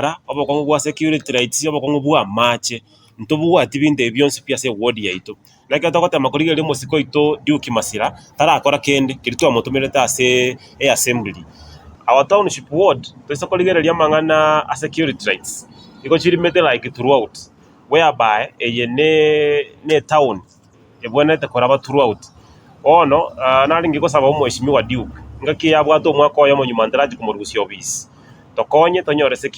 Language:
Gusii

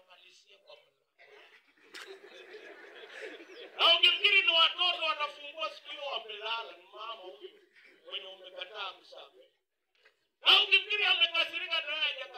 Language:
Swahili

